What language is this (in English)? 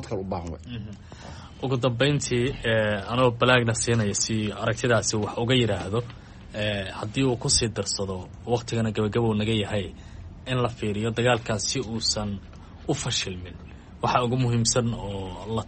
Somali